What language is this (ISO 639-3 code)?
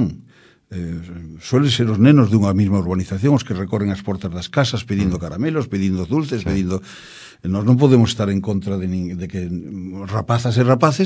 glg